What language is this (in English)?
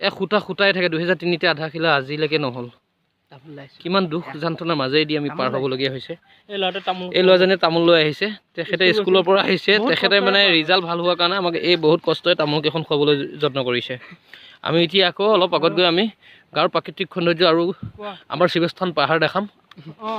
Assamese